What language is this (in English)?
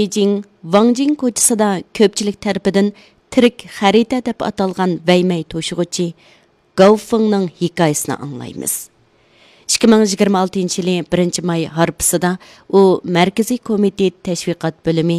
Uyghur